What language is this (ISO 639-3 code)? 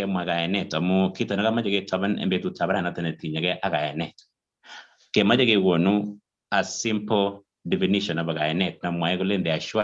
kln